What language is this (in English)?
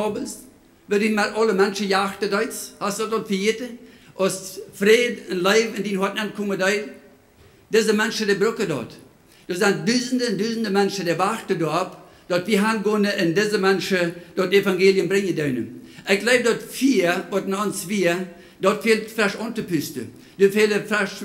Plautdietsch